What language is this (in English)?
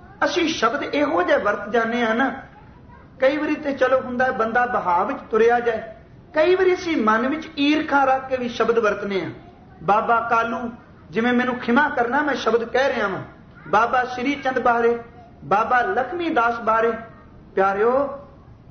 Punjabi